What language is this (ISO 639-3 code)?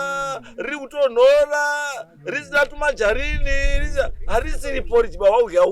sna